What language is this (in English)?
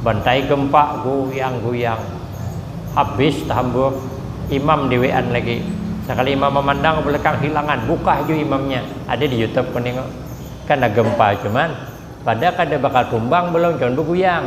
Banjar